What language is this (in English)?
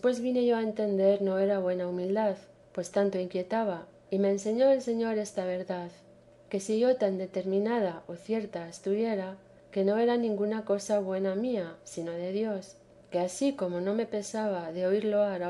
Spanish